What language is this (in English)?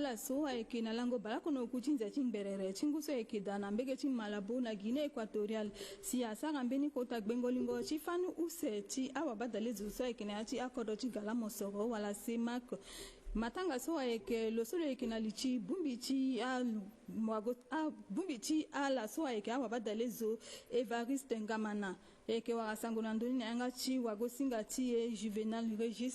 Sango